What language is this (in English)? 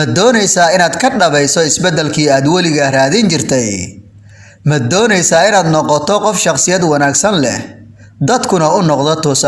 Somali